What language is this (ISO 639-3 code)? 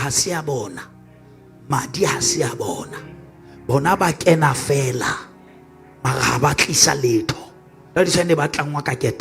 sot